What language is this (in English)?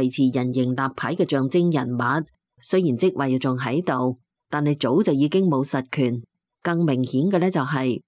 Cantonese